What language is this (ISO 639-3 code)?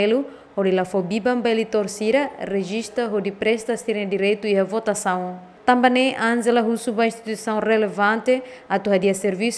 tet